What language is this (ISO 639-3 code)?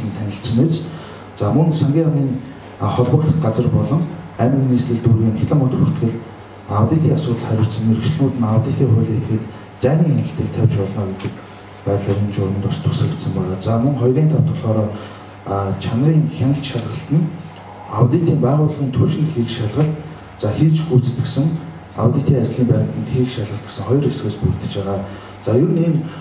mon